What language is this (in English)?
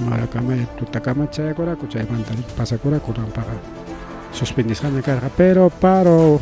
Ayacucho Quechua